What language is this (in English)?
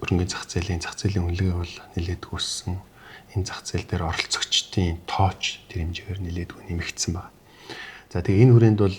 Mongolian